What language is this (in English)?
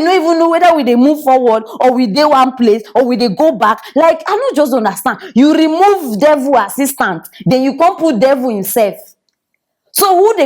Nigerian Pidgin